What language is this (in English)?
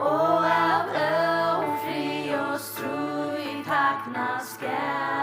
Faroese